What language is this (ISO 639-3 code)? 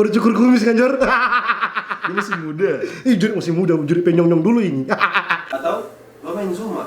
xmm